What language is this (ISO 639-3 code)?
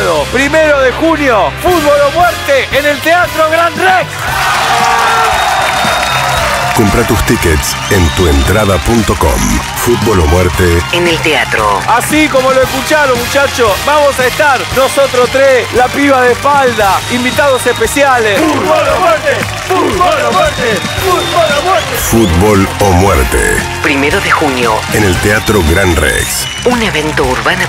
spa